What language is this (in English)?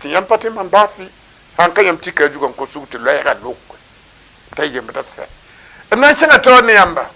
Mossi